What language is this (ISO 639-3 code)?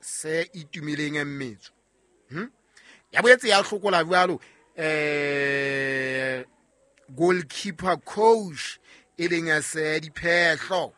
sot